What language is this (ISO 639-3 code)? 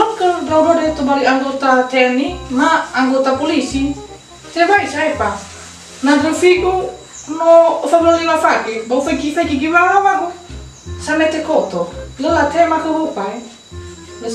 nia